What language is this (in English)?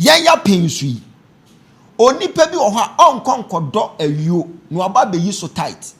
Akan